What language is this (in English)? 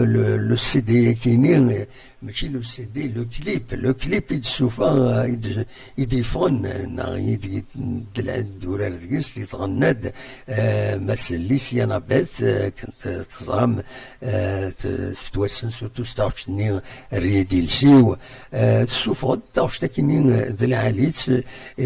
Kabyle